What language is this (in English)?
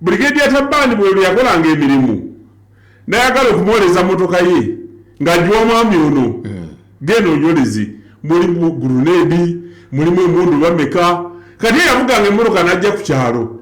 Ganda